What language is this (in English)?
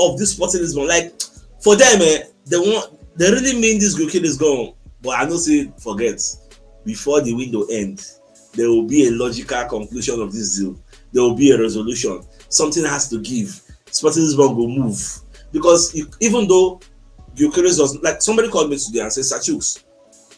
Nigerian Pidgin